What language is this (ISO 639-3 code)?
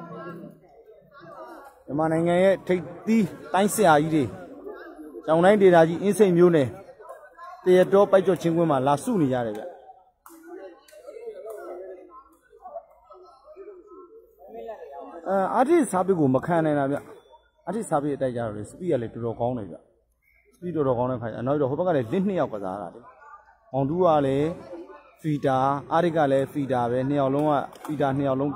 mya